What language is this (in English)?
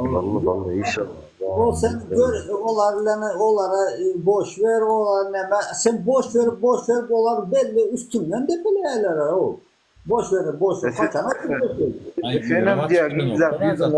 Turkmen